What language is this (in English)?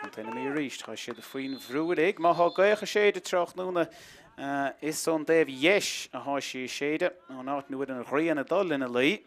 Irish